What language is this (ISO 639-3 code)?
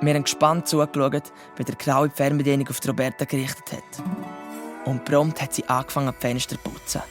gsw